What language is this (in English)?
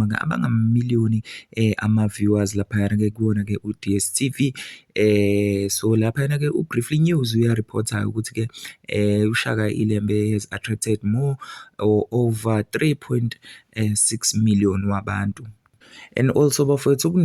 Zulu